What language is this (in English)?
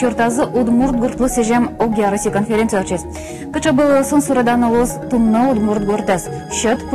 Udmurt